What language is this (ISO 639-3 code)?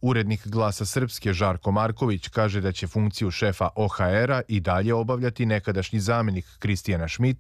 srp